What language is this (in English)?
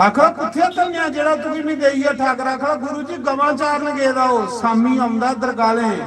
Dogri